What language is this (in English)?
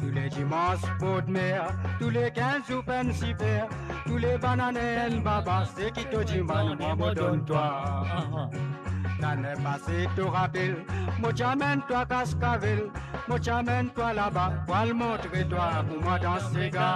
Morisyen